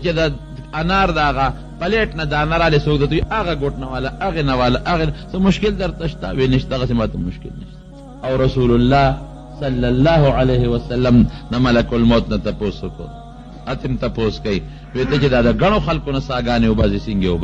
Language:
Pashto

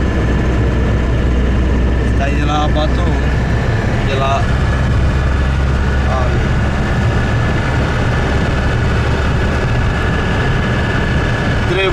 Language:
Romanian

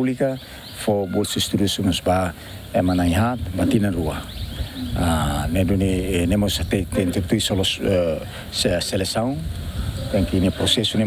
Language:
Tetum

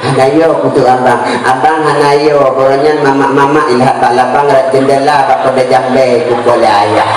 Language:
Achinese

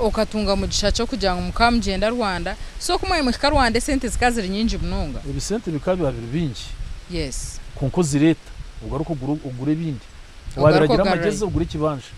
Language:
Nyankole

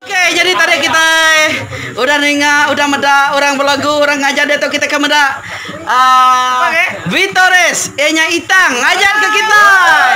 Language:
Iban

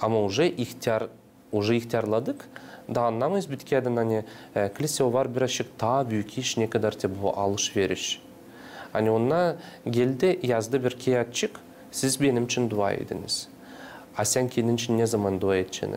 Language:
Gagauz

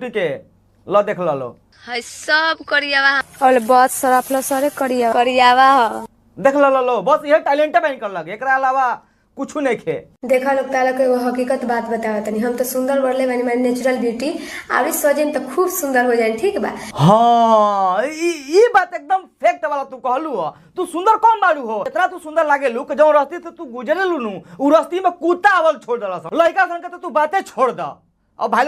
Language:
Bhojpuri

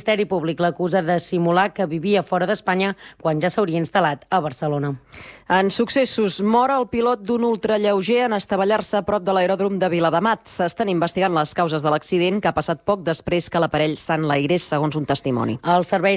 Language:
Catalan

